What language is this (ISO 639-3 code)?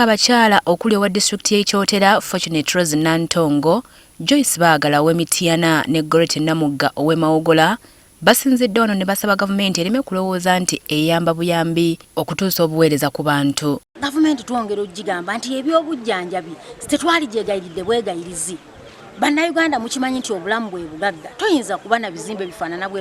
lug